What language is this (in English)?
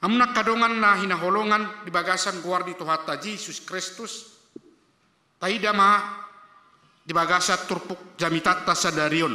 Batak Toba